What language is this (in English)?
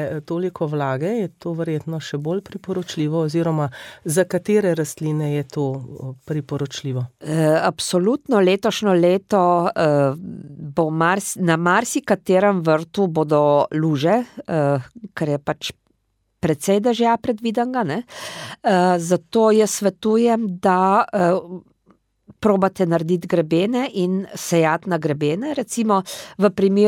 Slovenian